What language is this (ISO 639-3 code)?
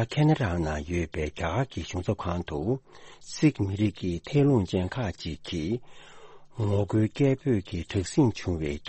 bod